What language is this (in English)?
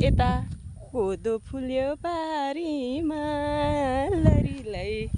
Nepali